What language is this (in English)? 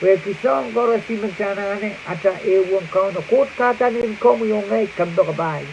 Pohnpeian